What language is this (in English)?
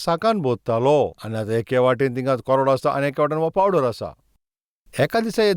Konkani